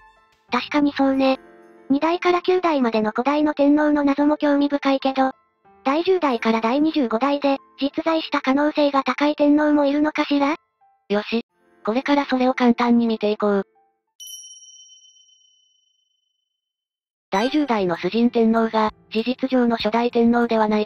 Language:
Japanese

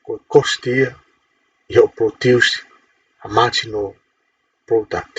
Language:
Tongan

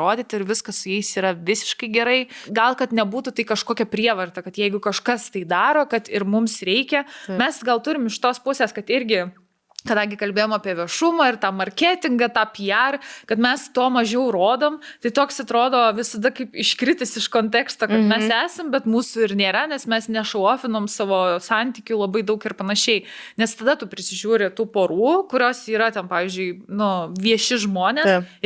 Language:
Lithuanian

